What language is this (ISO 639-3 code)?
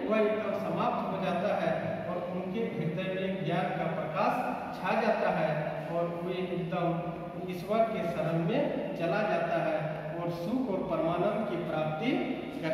hin